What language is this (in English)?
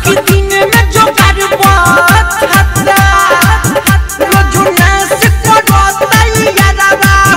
Bhojpuri